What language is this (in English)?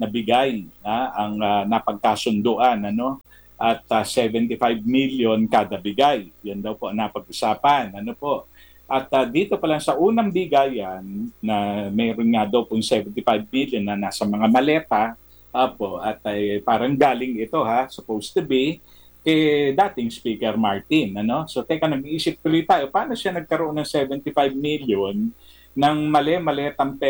Filipino